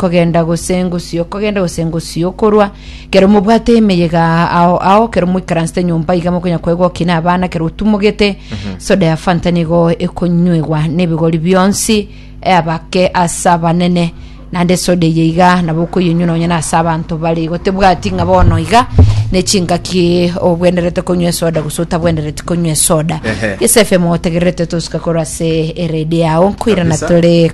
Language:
Gusii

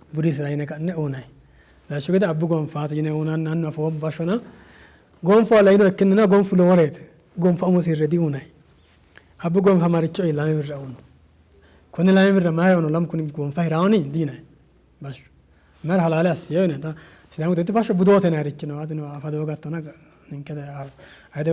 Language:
Sidamo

